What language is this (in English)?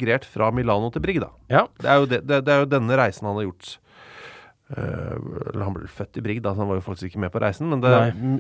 Norwegian